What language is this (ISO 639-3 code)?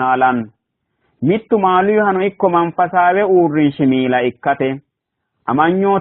sid